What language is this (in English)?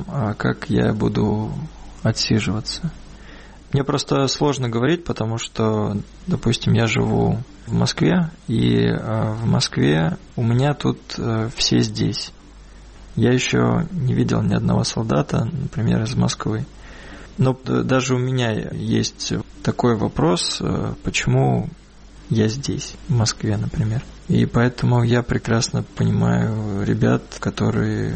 Russian